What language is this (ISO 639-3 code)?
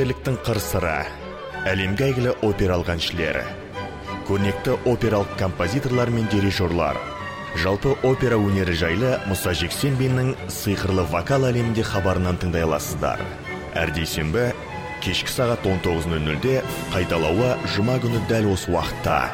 kaz